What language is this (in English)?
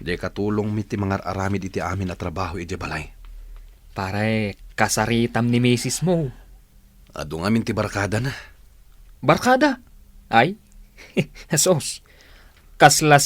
Iloko